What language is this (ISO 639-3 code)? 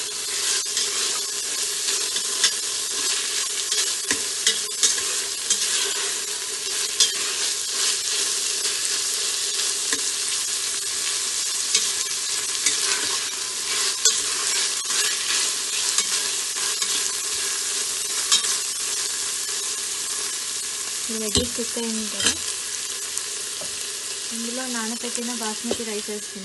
tel